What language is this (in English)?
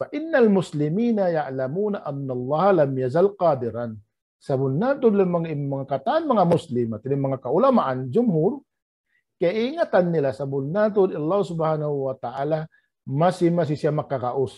Tausug